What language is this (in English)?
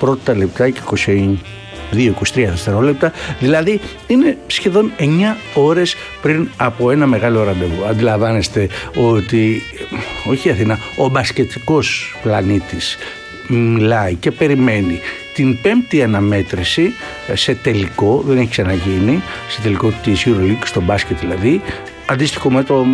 Greek